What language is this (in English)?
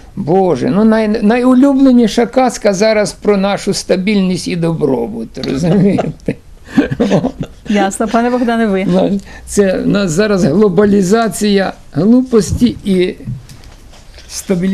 Ukrainian